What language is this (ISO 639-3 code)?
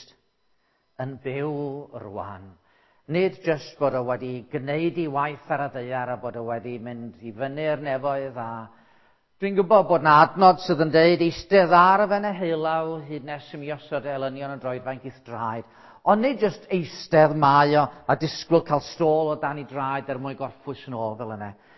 cym